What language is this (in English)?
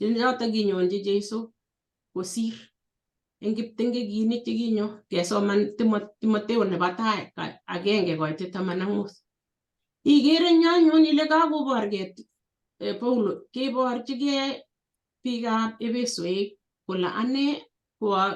Kalenjin